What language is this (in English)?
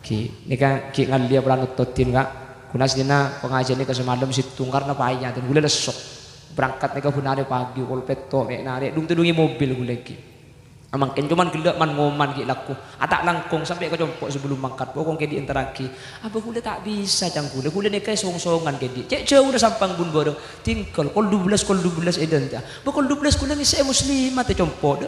Madurese